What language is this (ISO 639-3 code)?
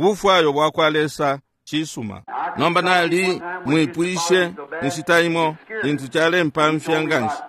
bem